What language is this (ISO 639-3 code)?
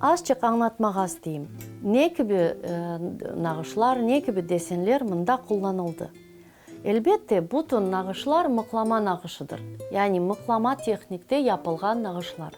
crh